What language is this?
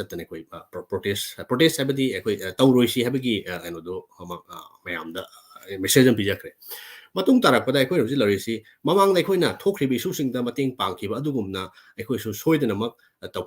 Manipuri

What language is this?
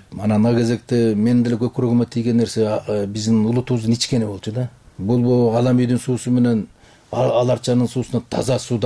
Kyrgyz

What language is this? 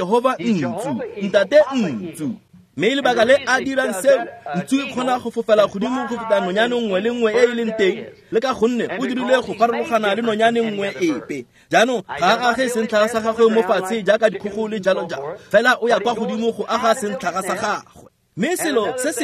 Tswana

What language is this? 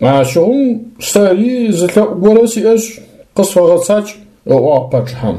Adyghe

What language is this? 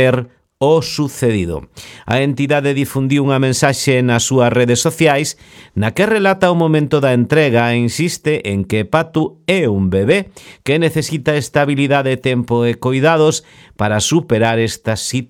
Galician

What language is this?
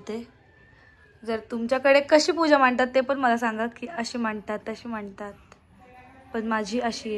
Marathi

